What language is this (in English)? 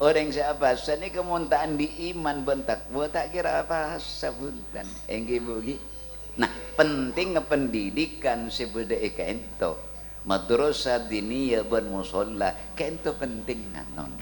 Madurese